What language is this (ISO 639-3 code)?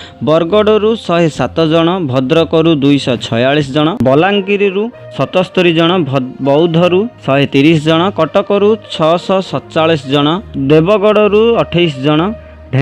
ori